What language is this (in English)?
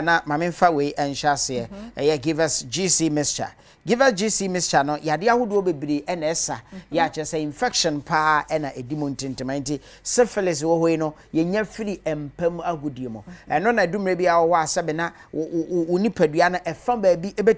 Akan